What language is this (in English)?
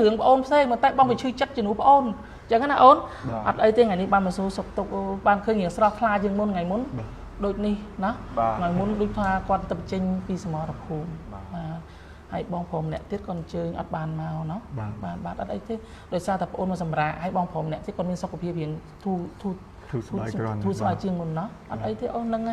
Khmer